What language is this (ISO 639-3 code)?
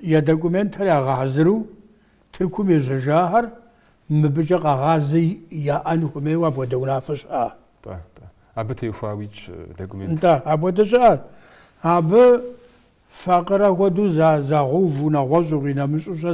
kbd